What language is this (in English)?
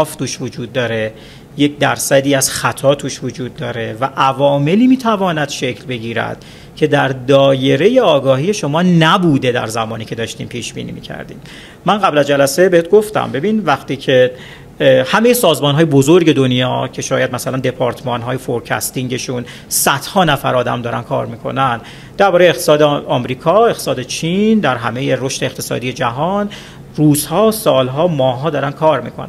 Persian